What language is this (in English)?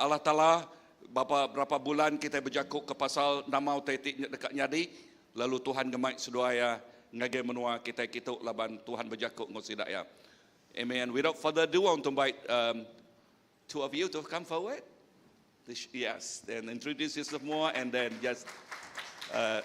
Iban